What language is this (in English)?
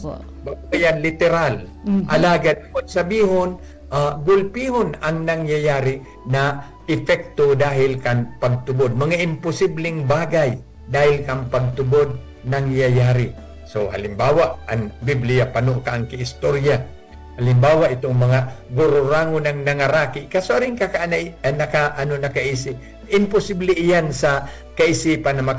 Bikol